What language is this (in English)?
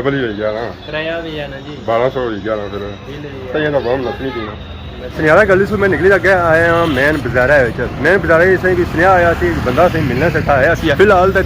Pahari-Potwari